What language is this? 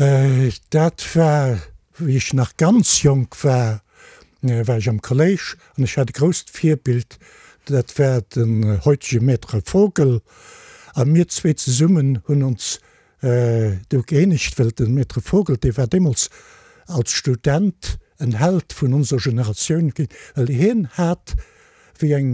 Luxembourgish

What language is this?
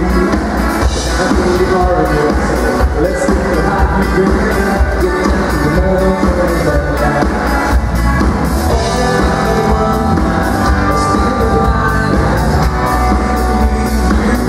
Swedish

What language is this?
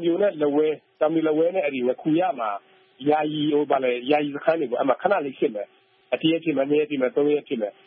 Burmese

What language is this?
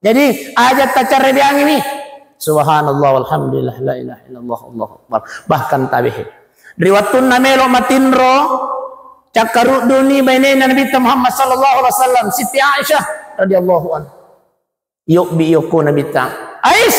Buginese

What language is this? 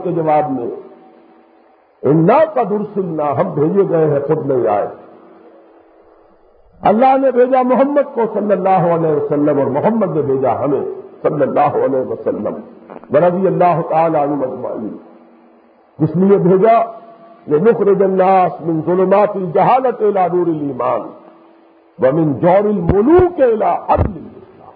Urdu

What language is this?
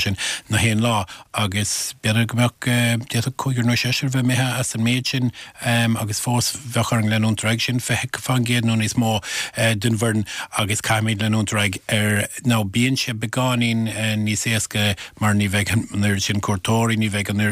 Irish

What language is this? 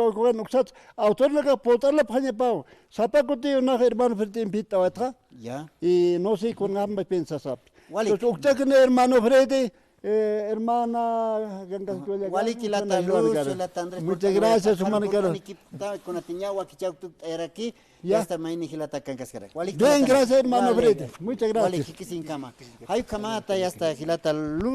Aymara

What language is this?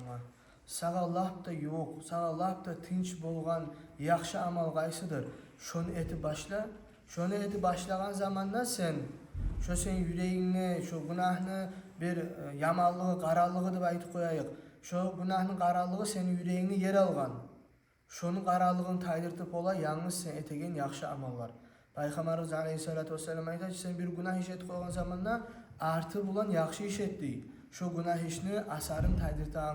Kumyk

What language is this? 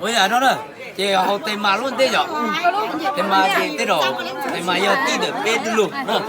Hmong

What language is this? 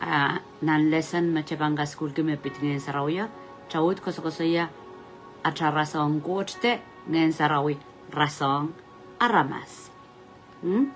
Pohnpeian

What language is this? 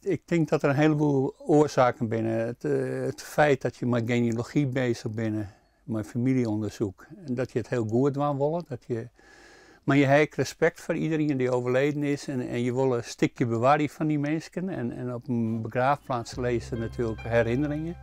Western Frisian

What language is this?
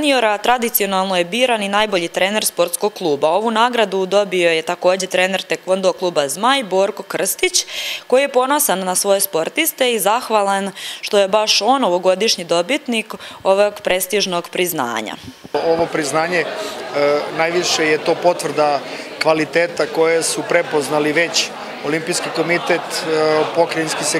Serbian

